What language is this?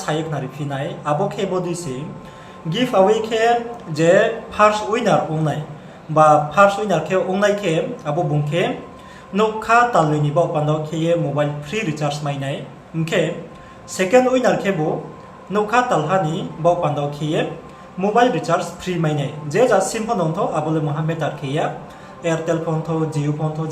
Riang (India)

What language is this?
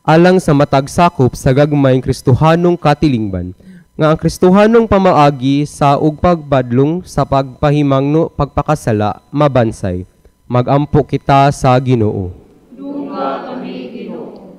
Cebuano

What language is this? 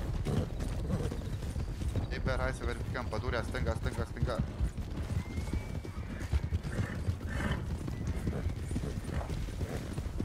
Romanian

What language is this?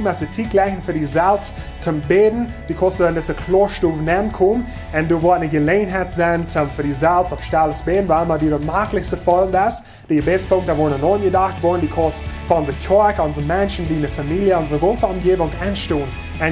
Plautdietsch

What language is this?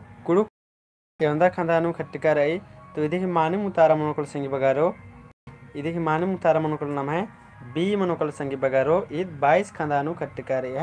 Kurukh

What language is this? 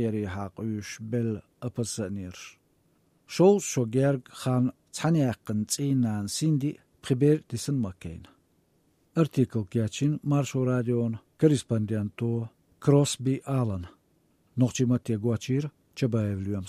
Chechen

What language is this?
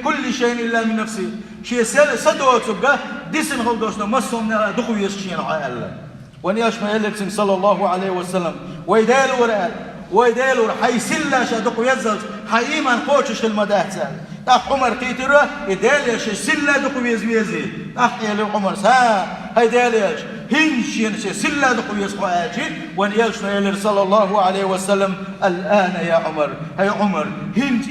Chechen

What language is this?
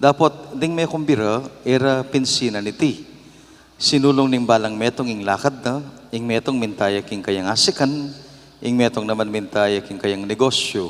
Pampanga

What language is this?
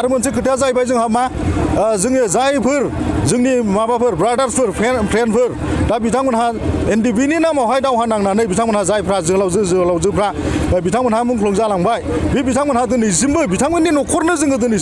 Bodo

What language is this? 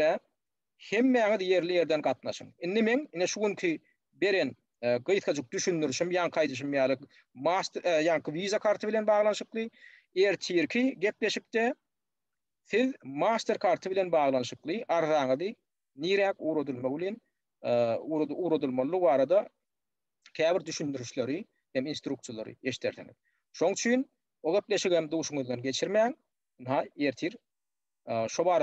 Turkmen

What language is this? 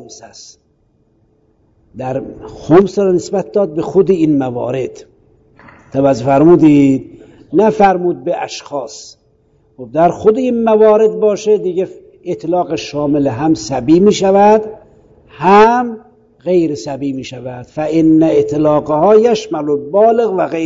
Persian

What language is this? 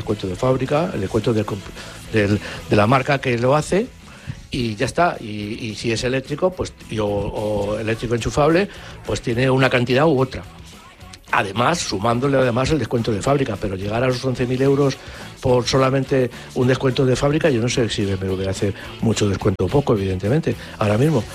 Spanish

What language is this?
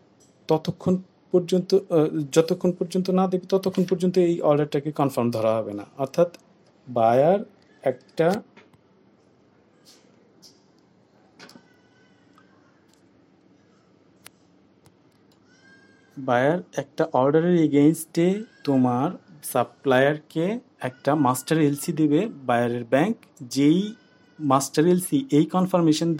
Bangla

